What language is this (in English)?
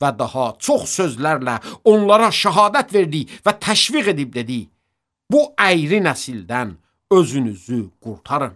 Azerbaijani